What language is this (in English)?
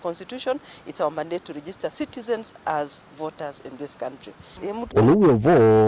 Kamba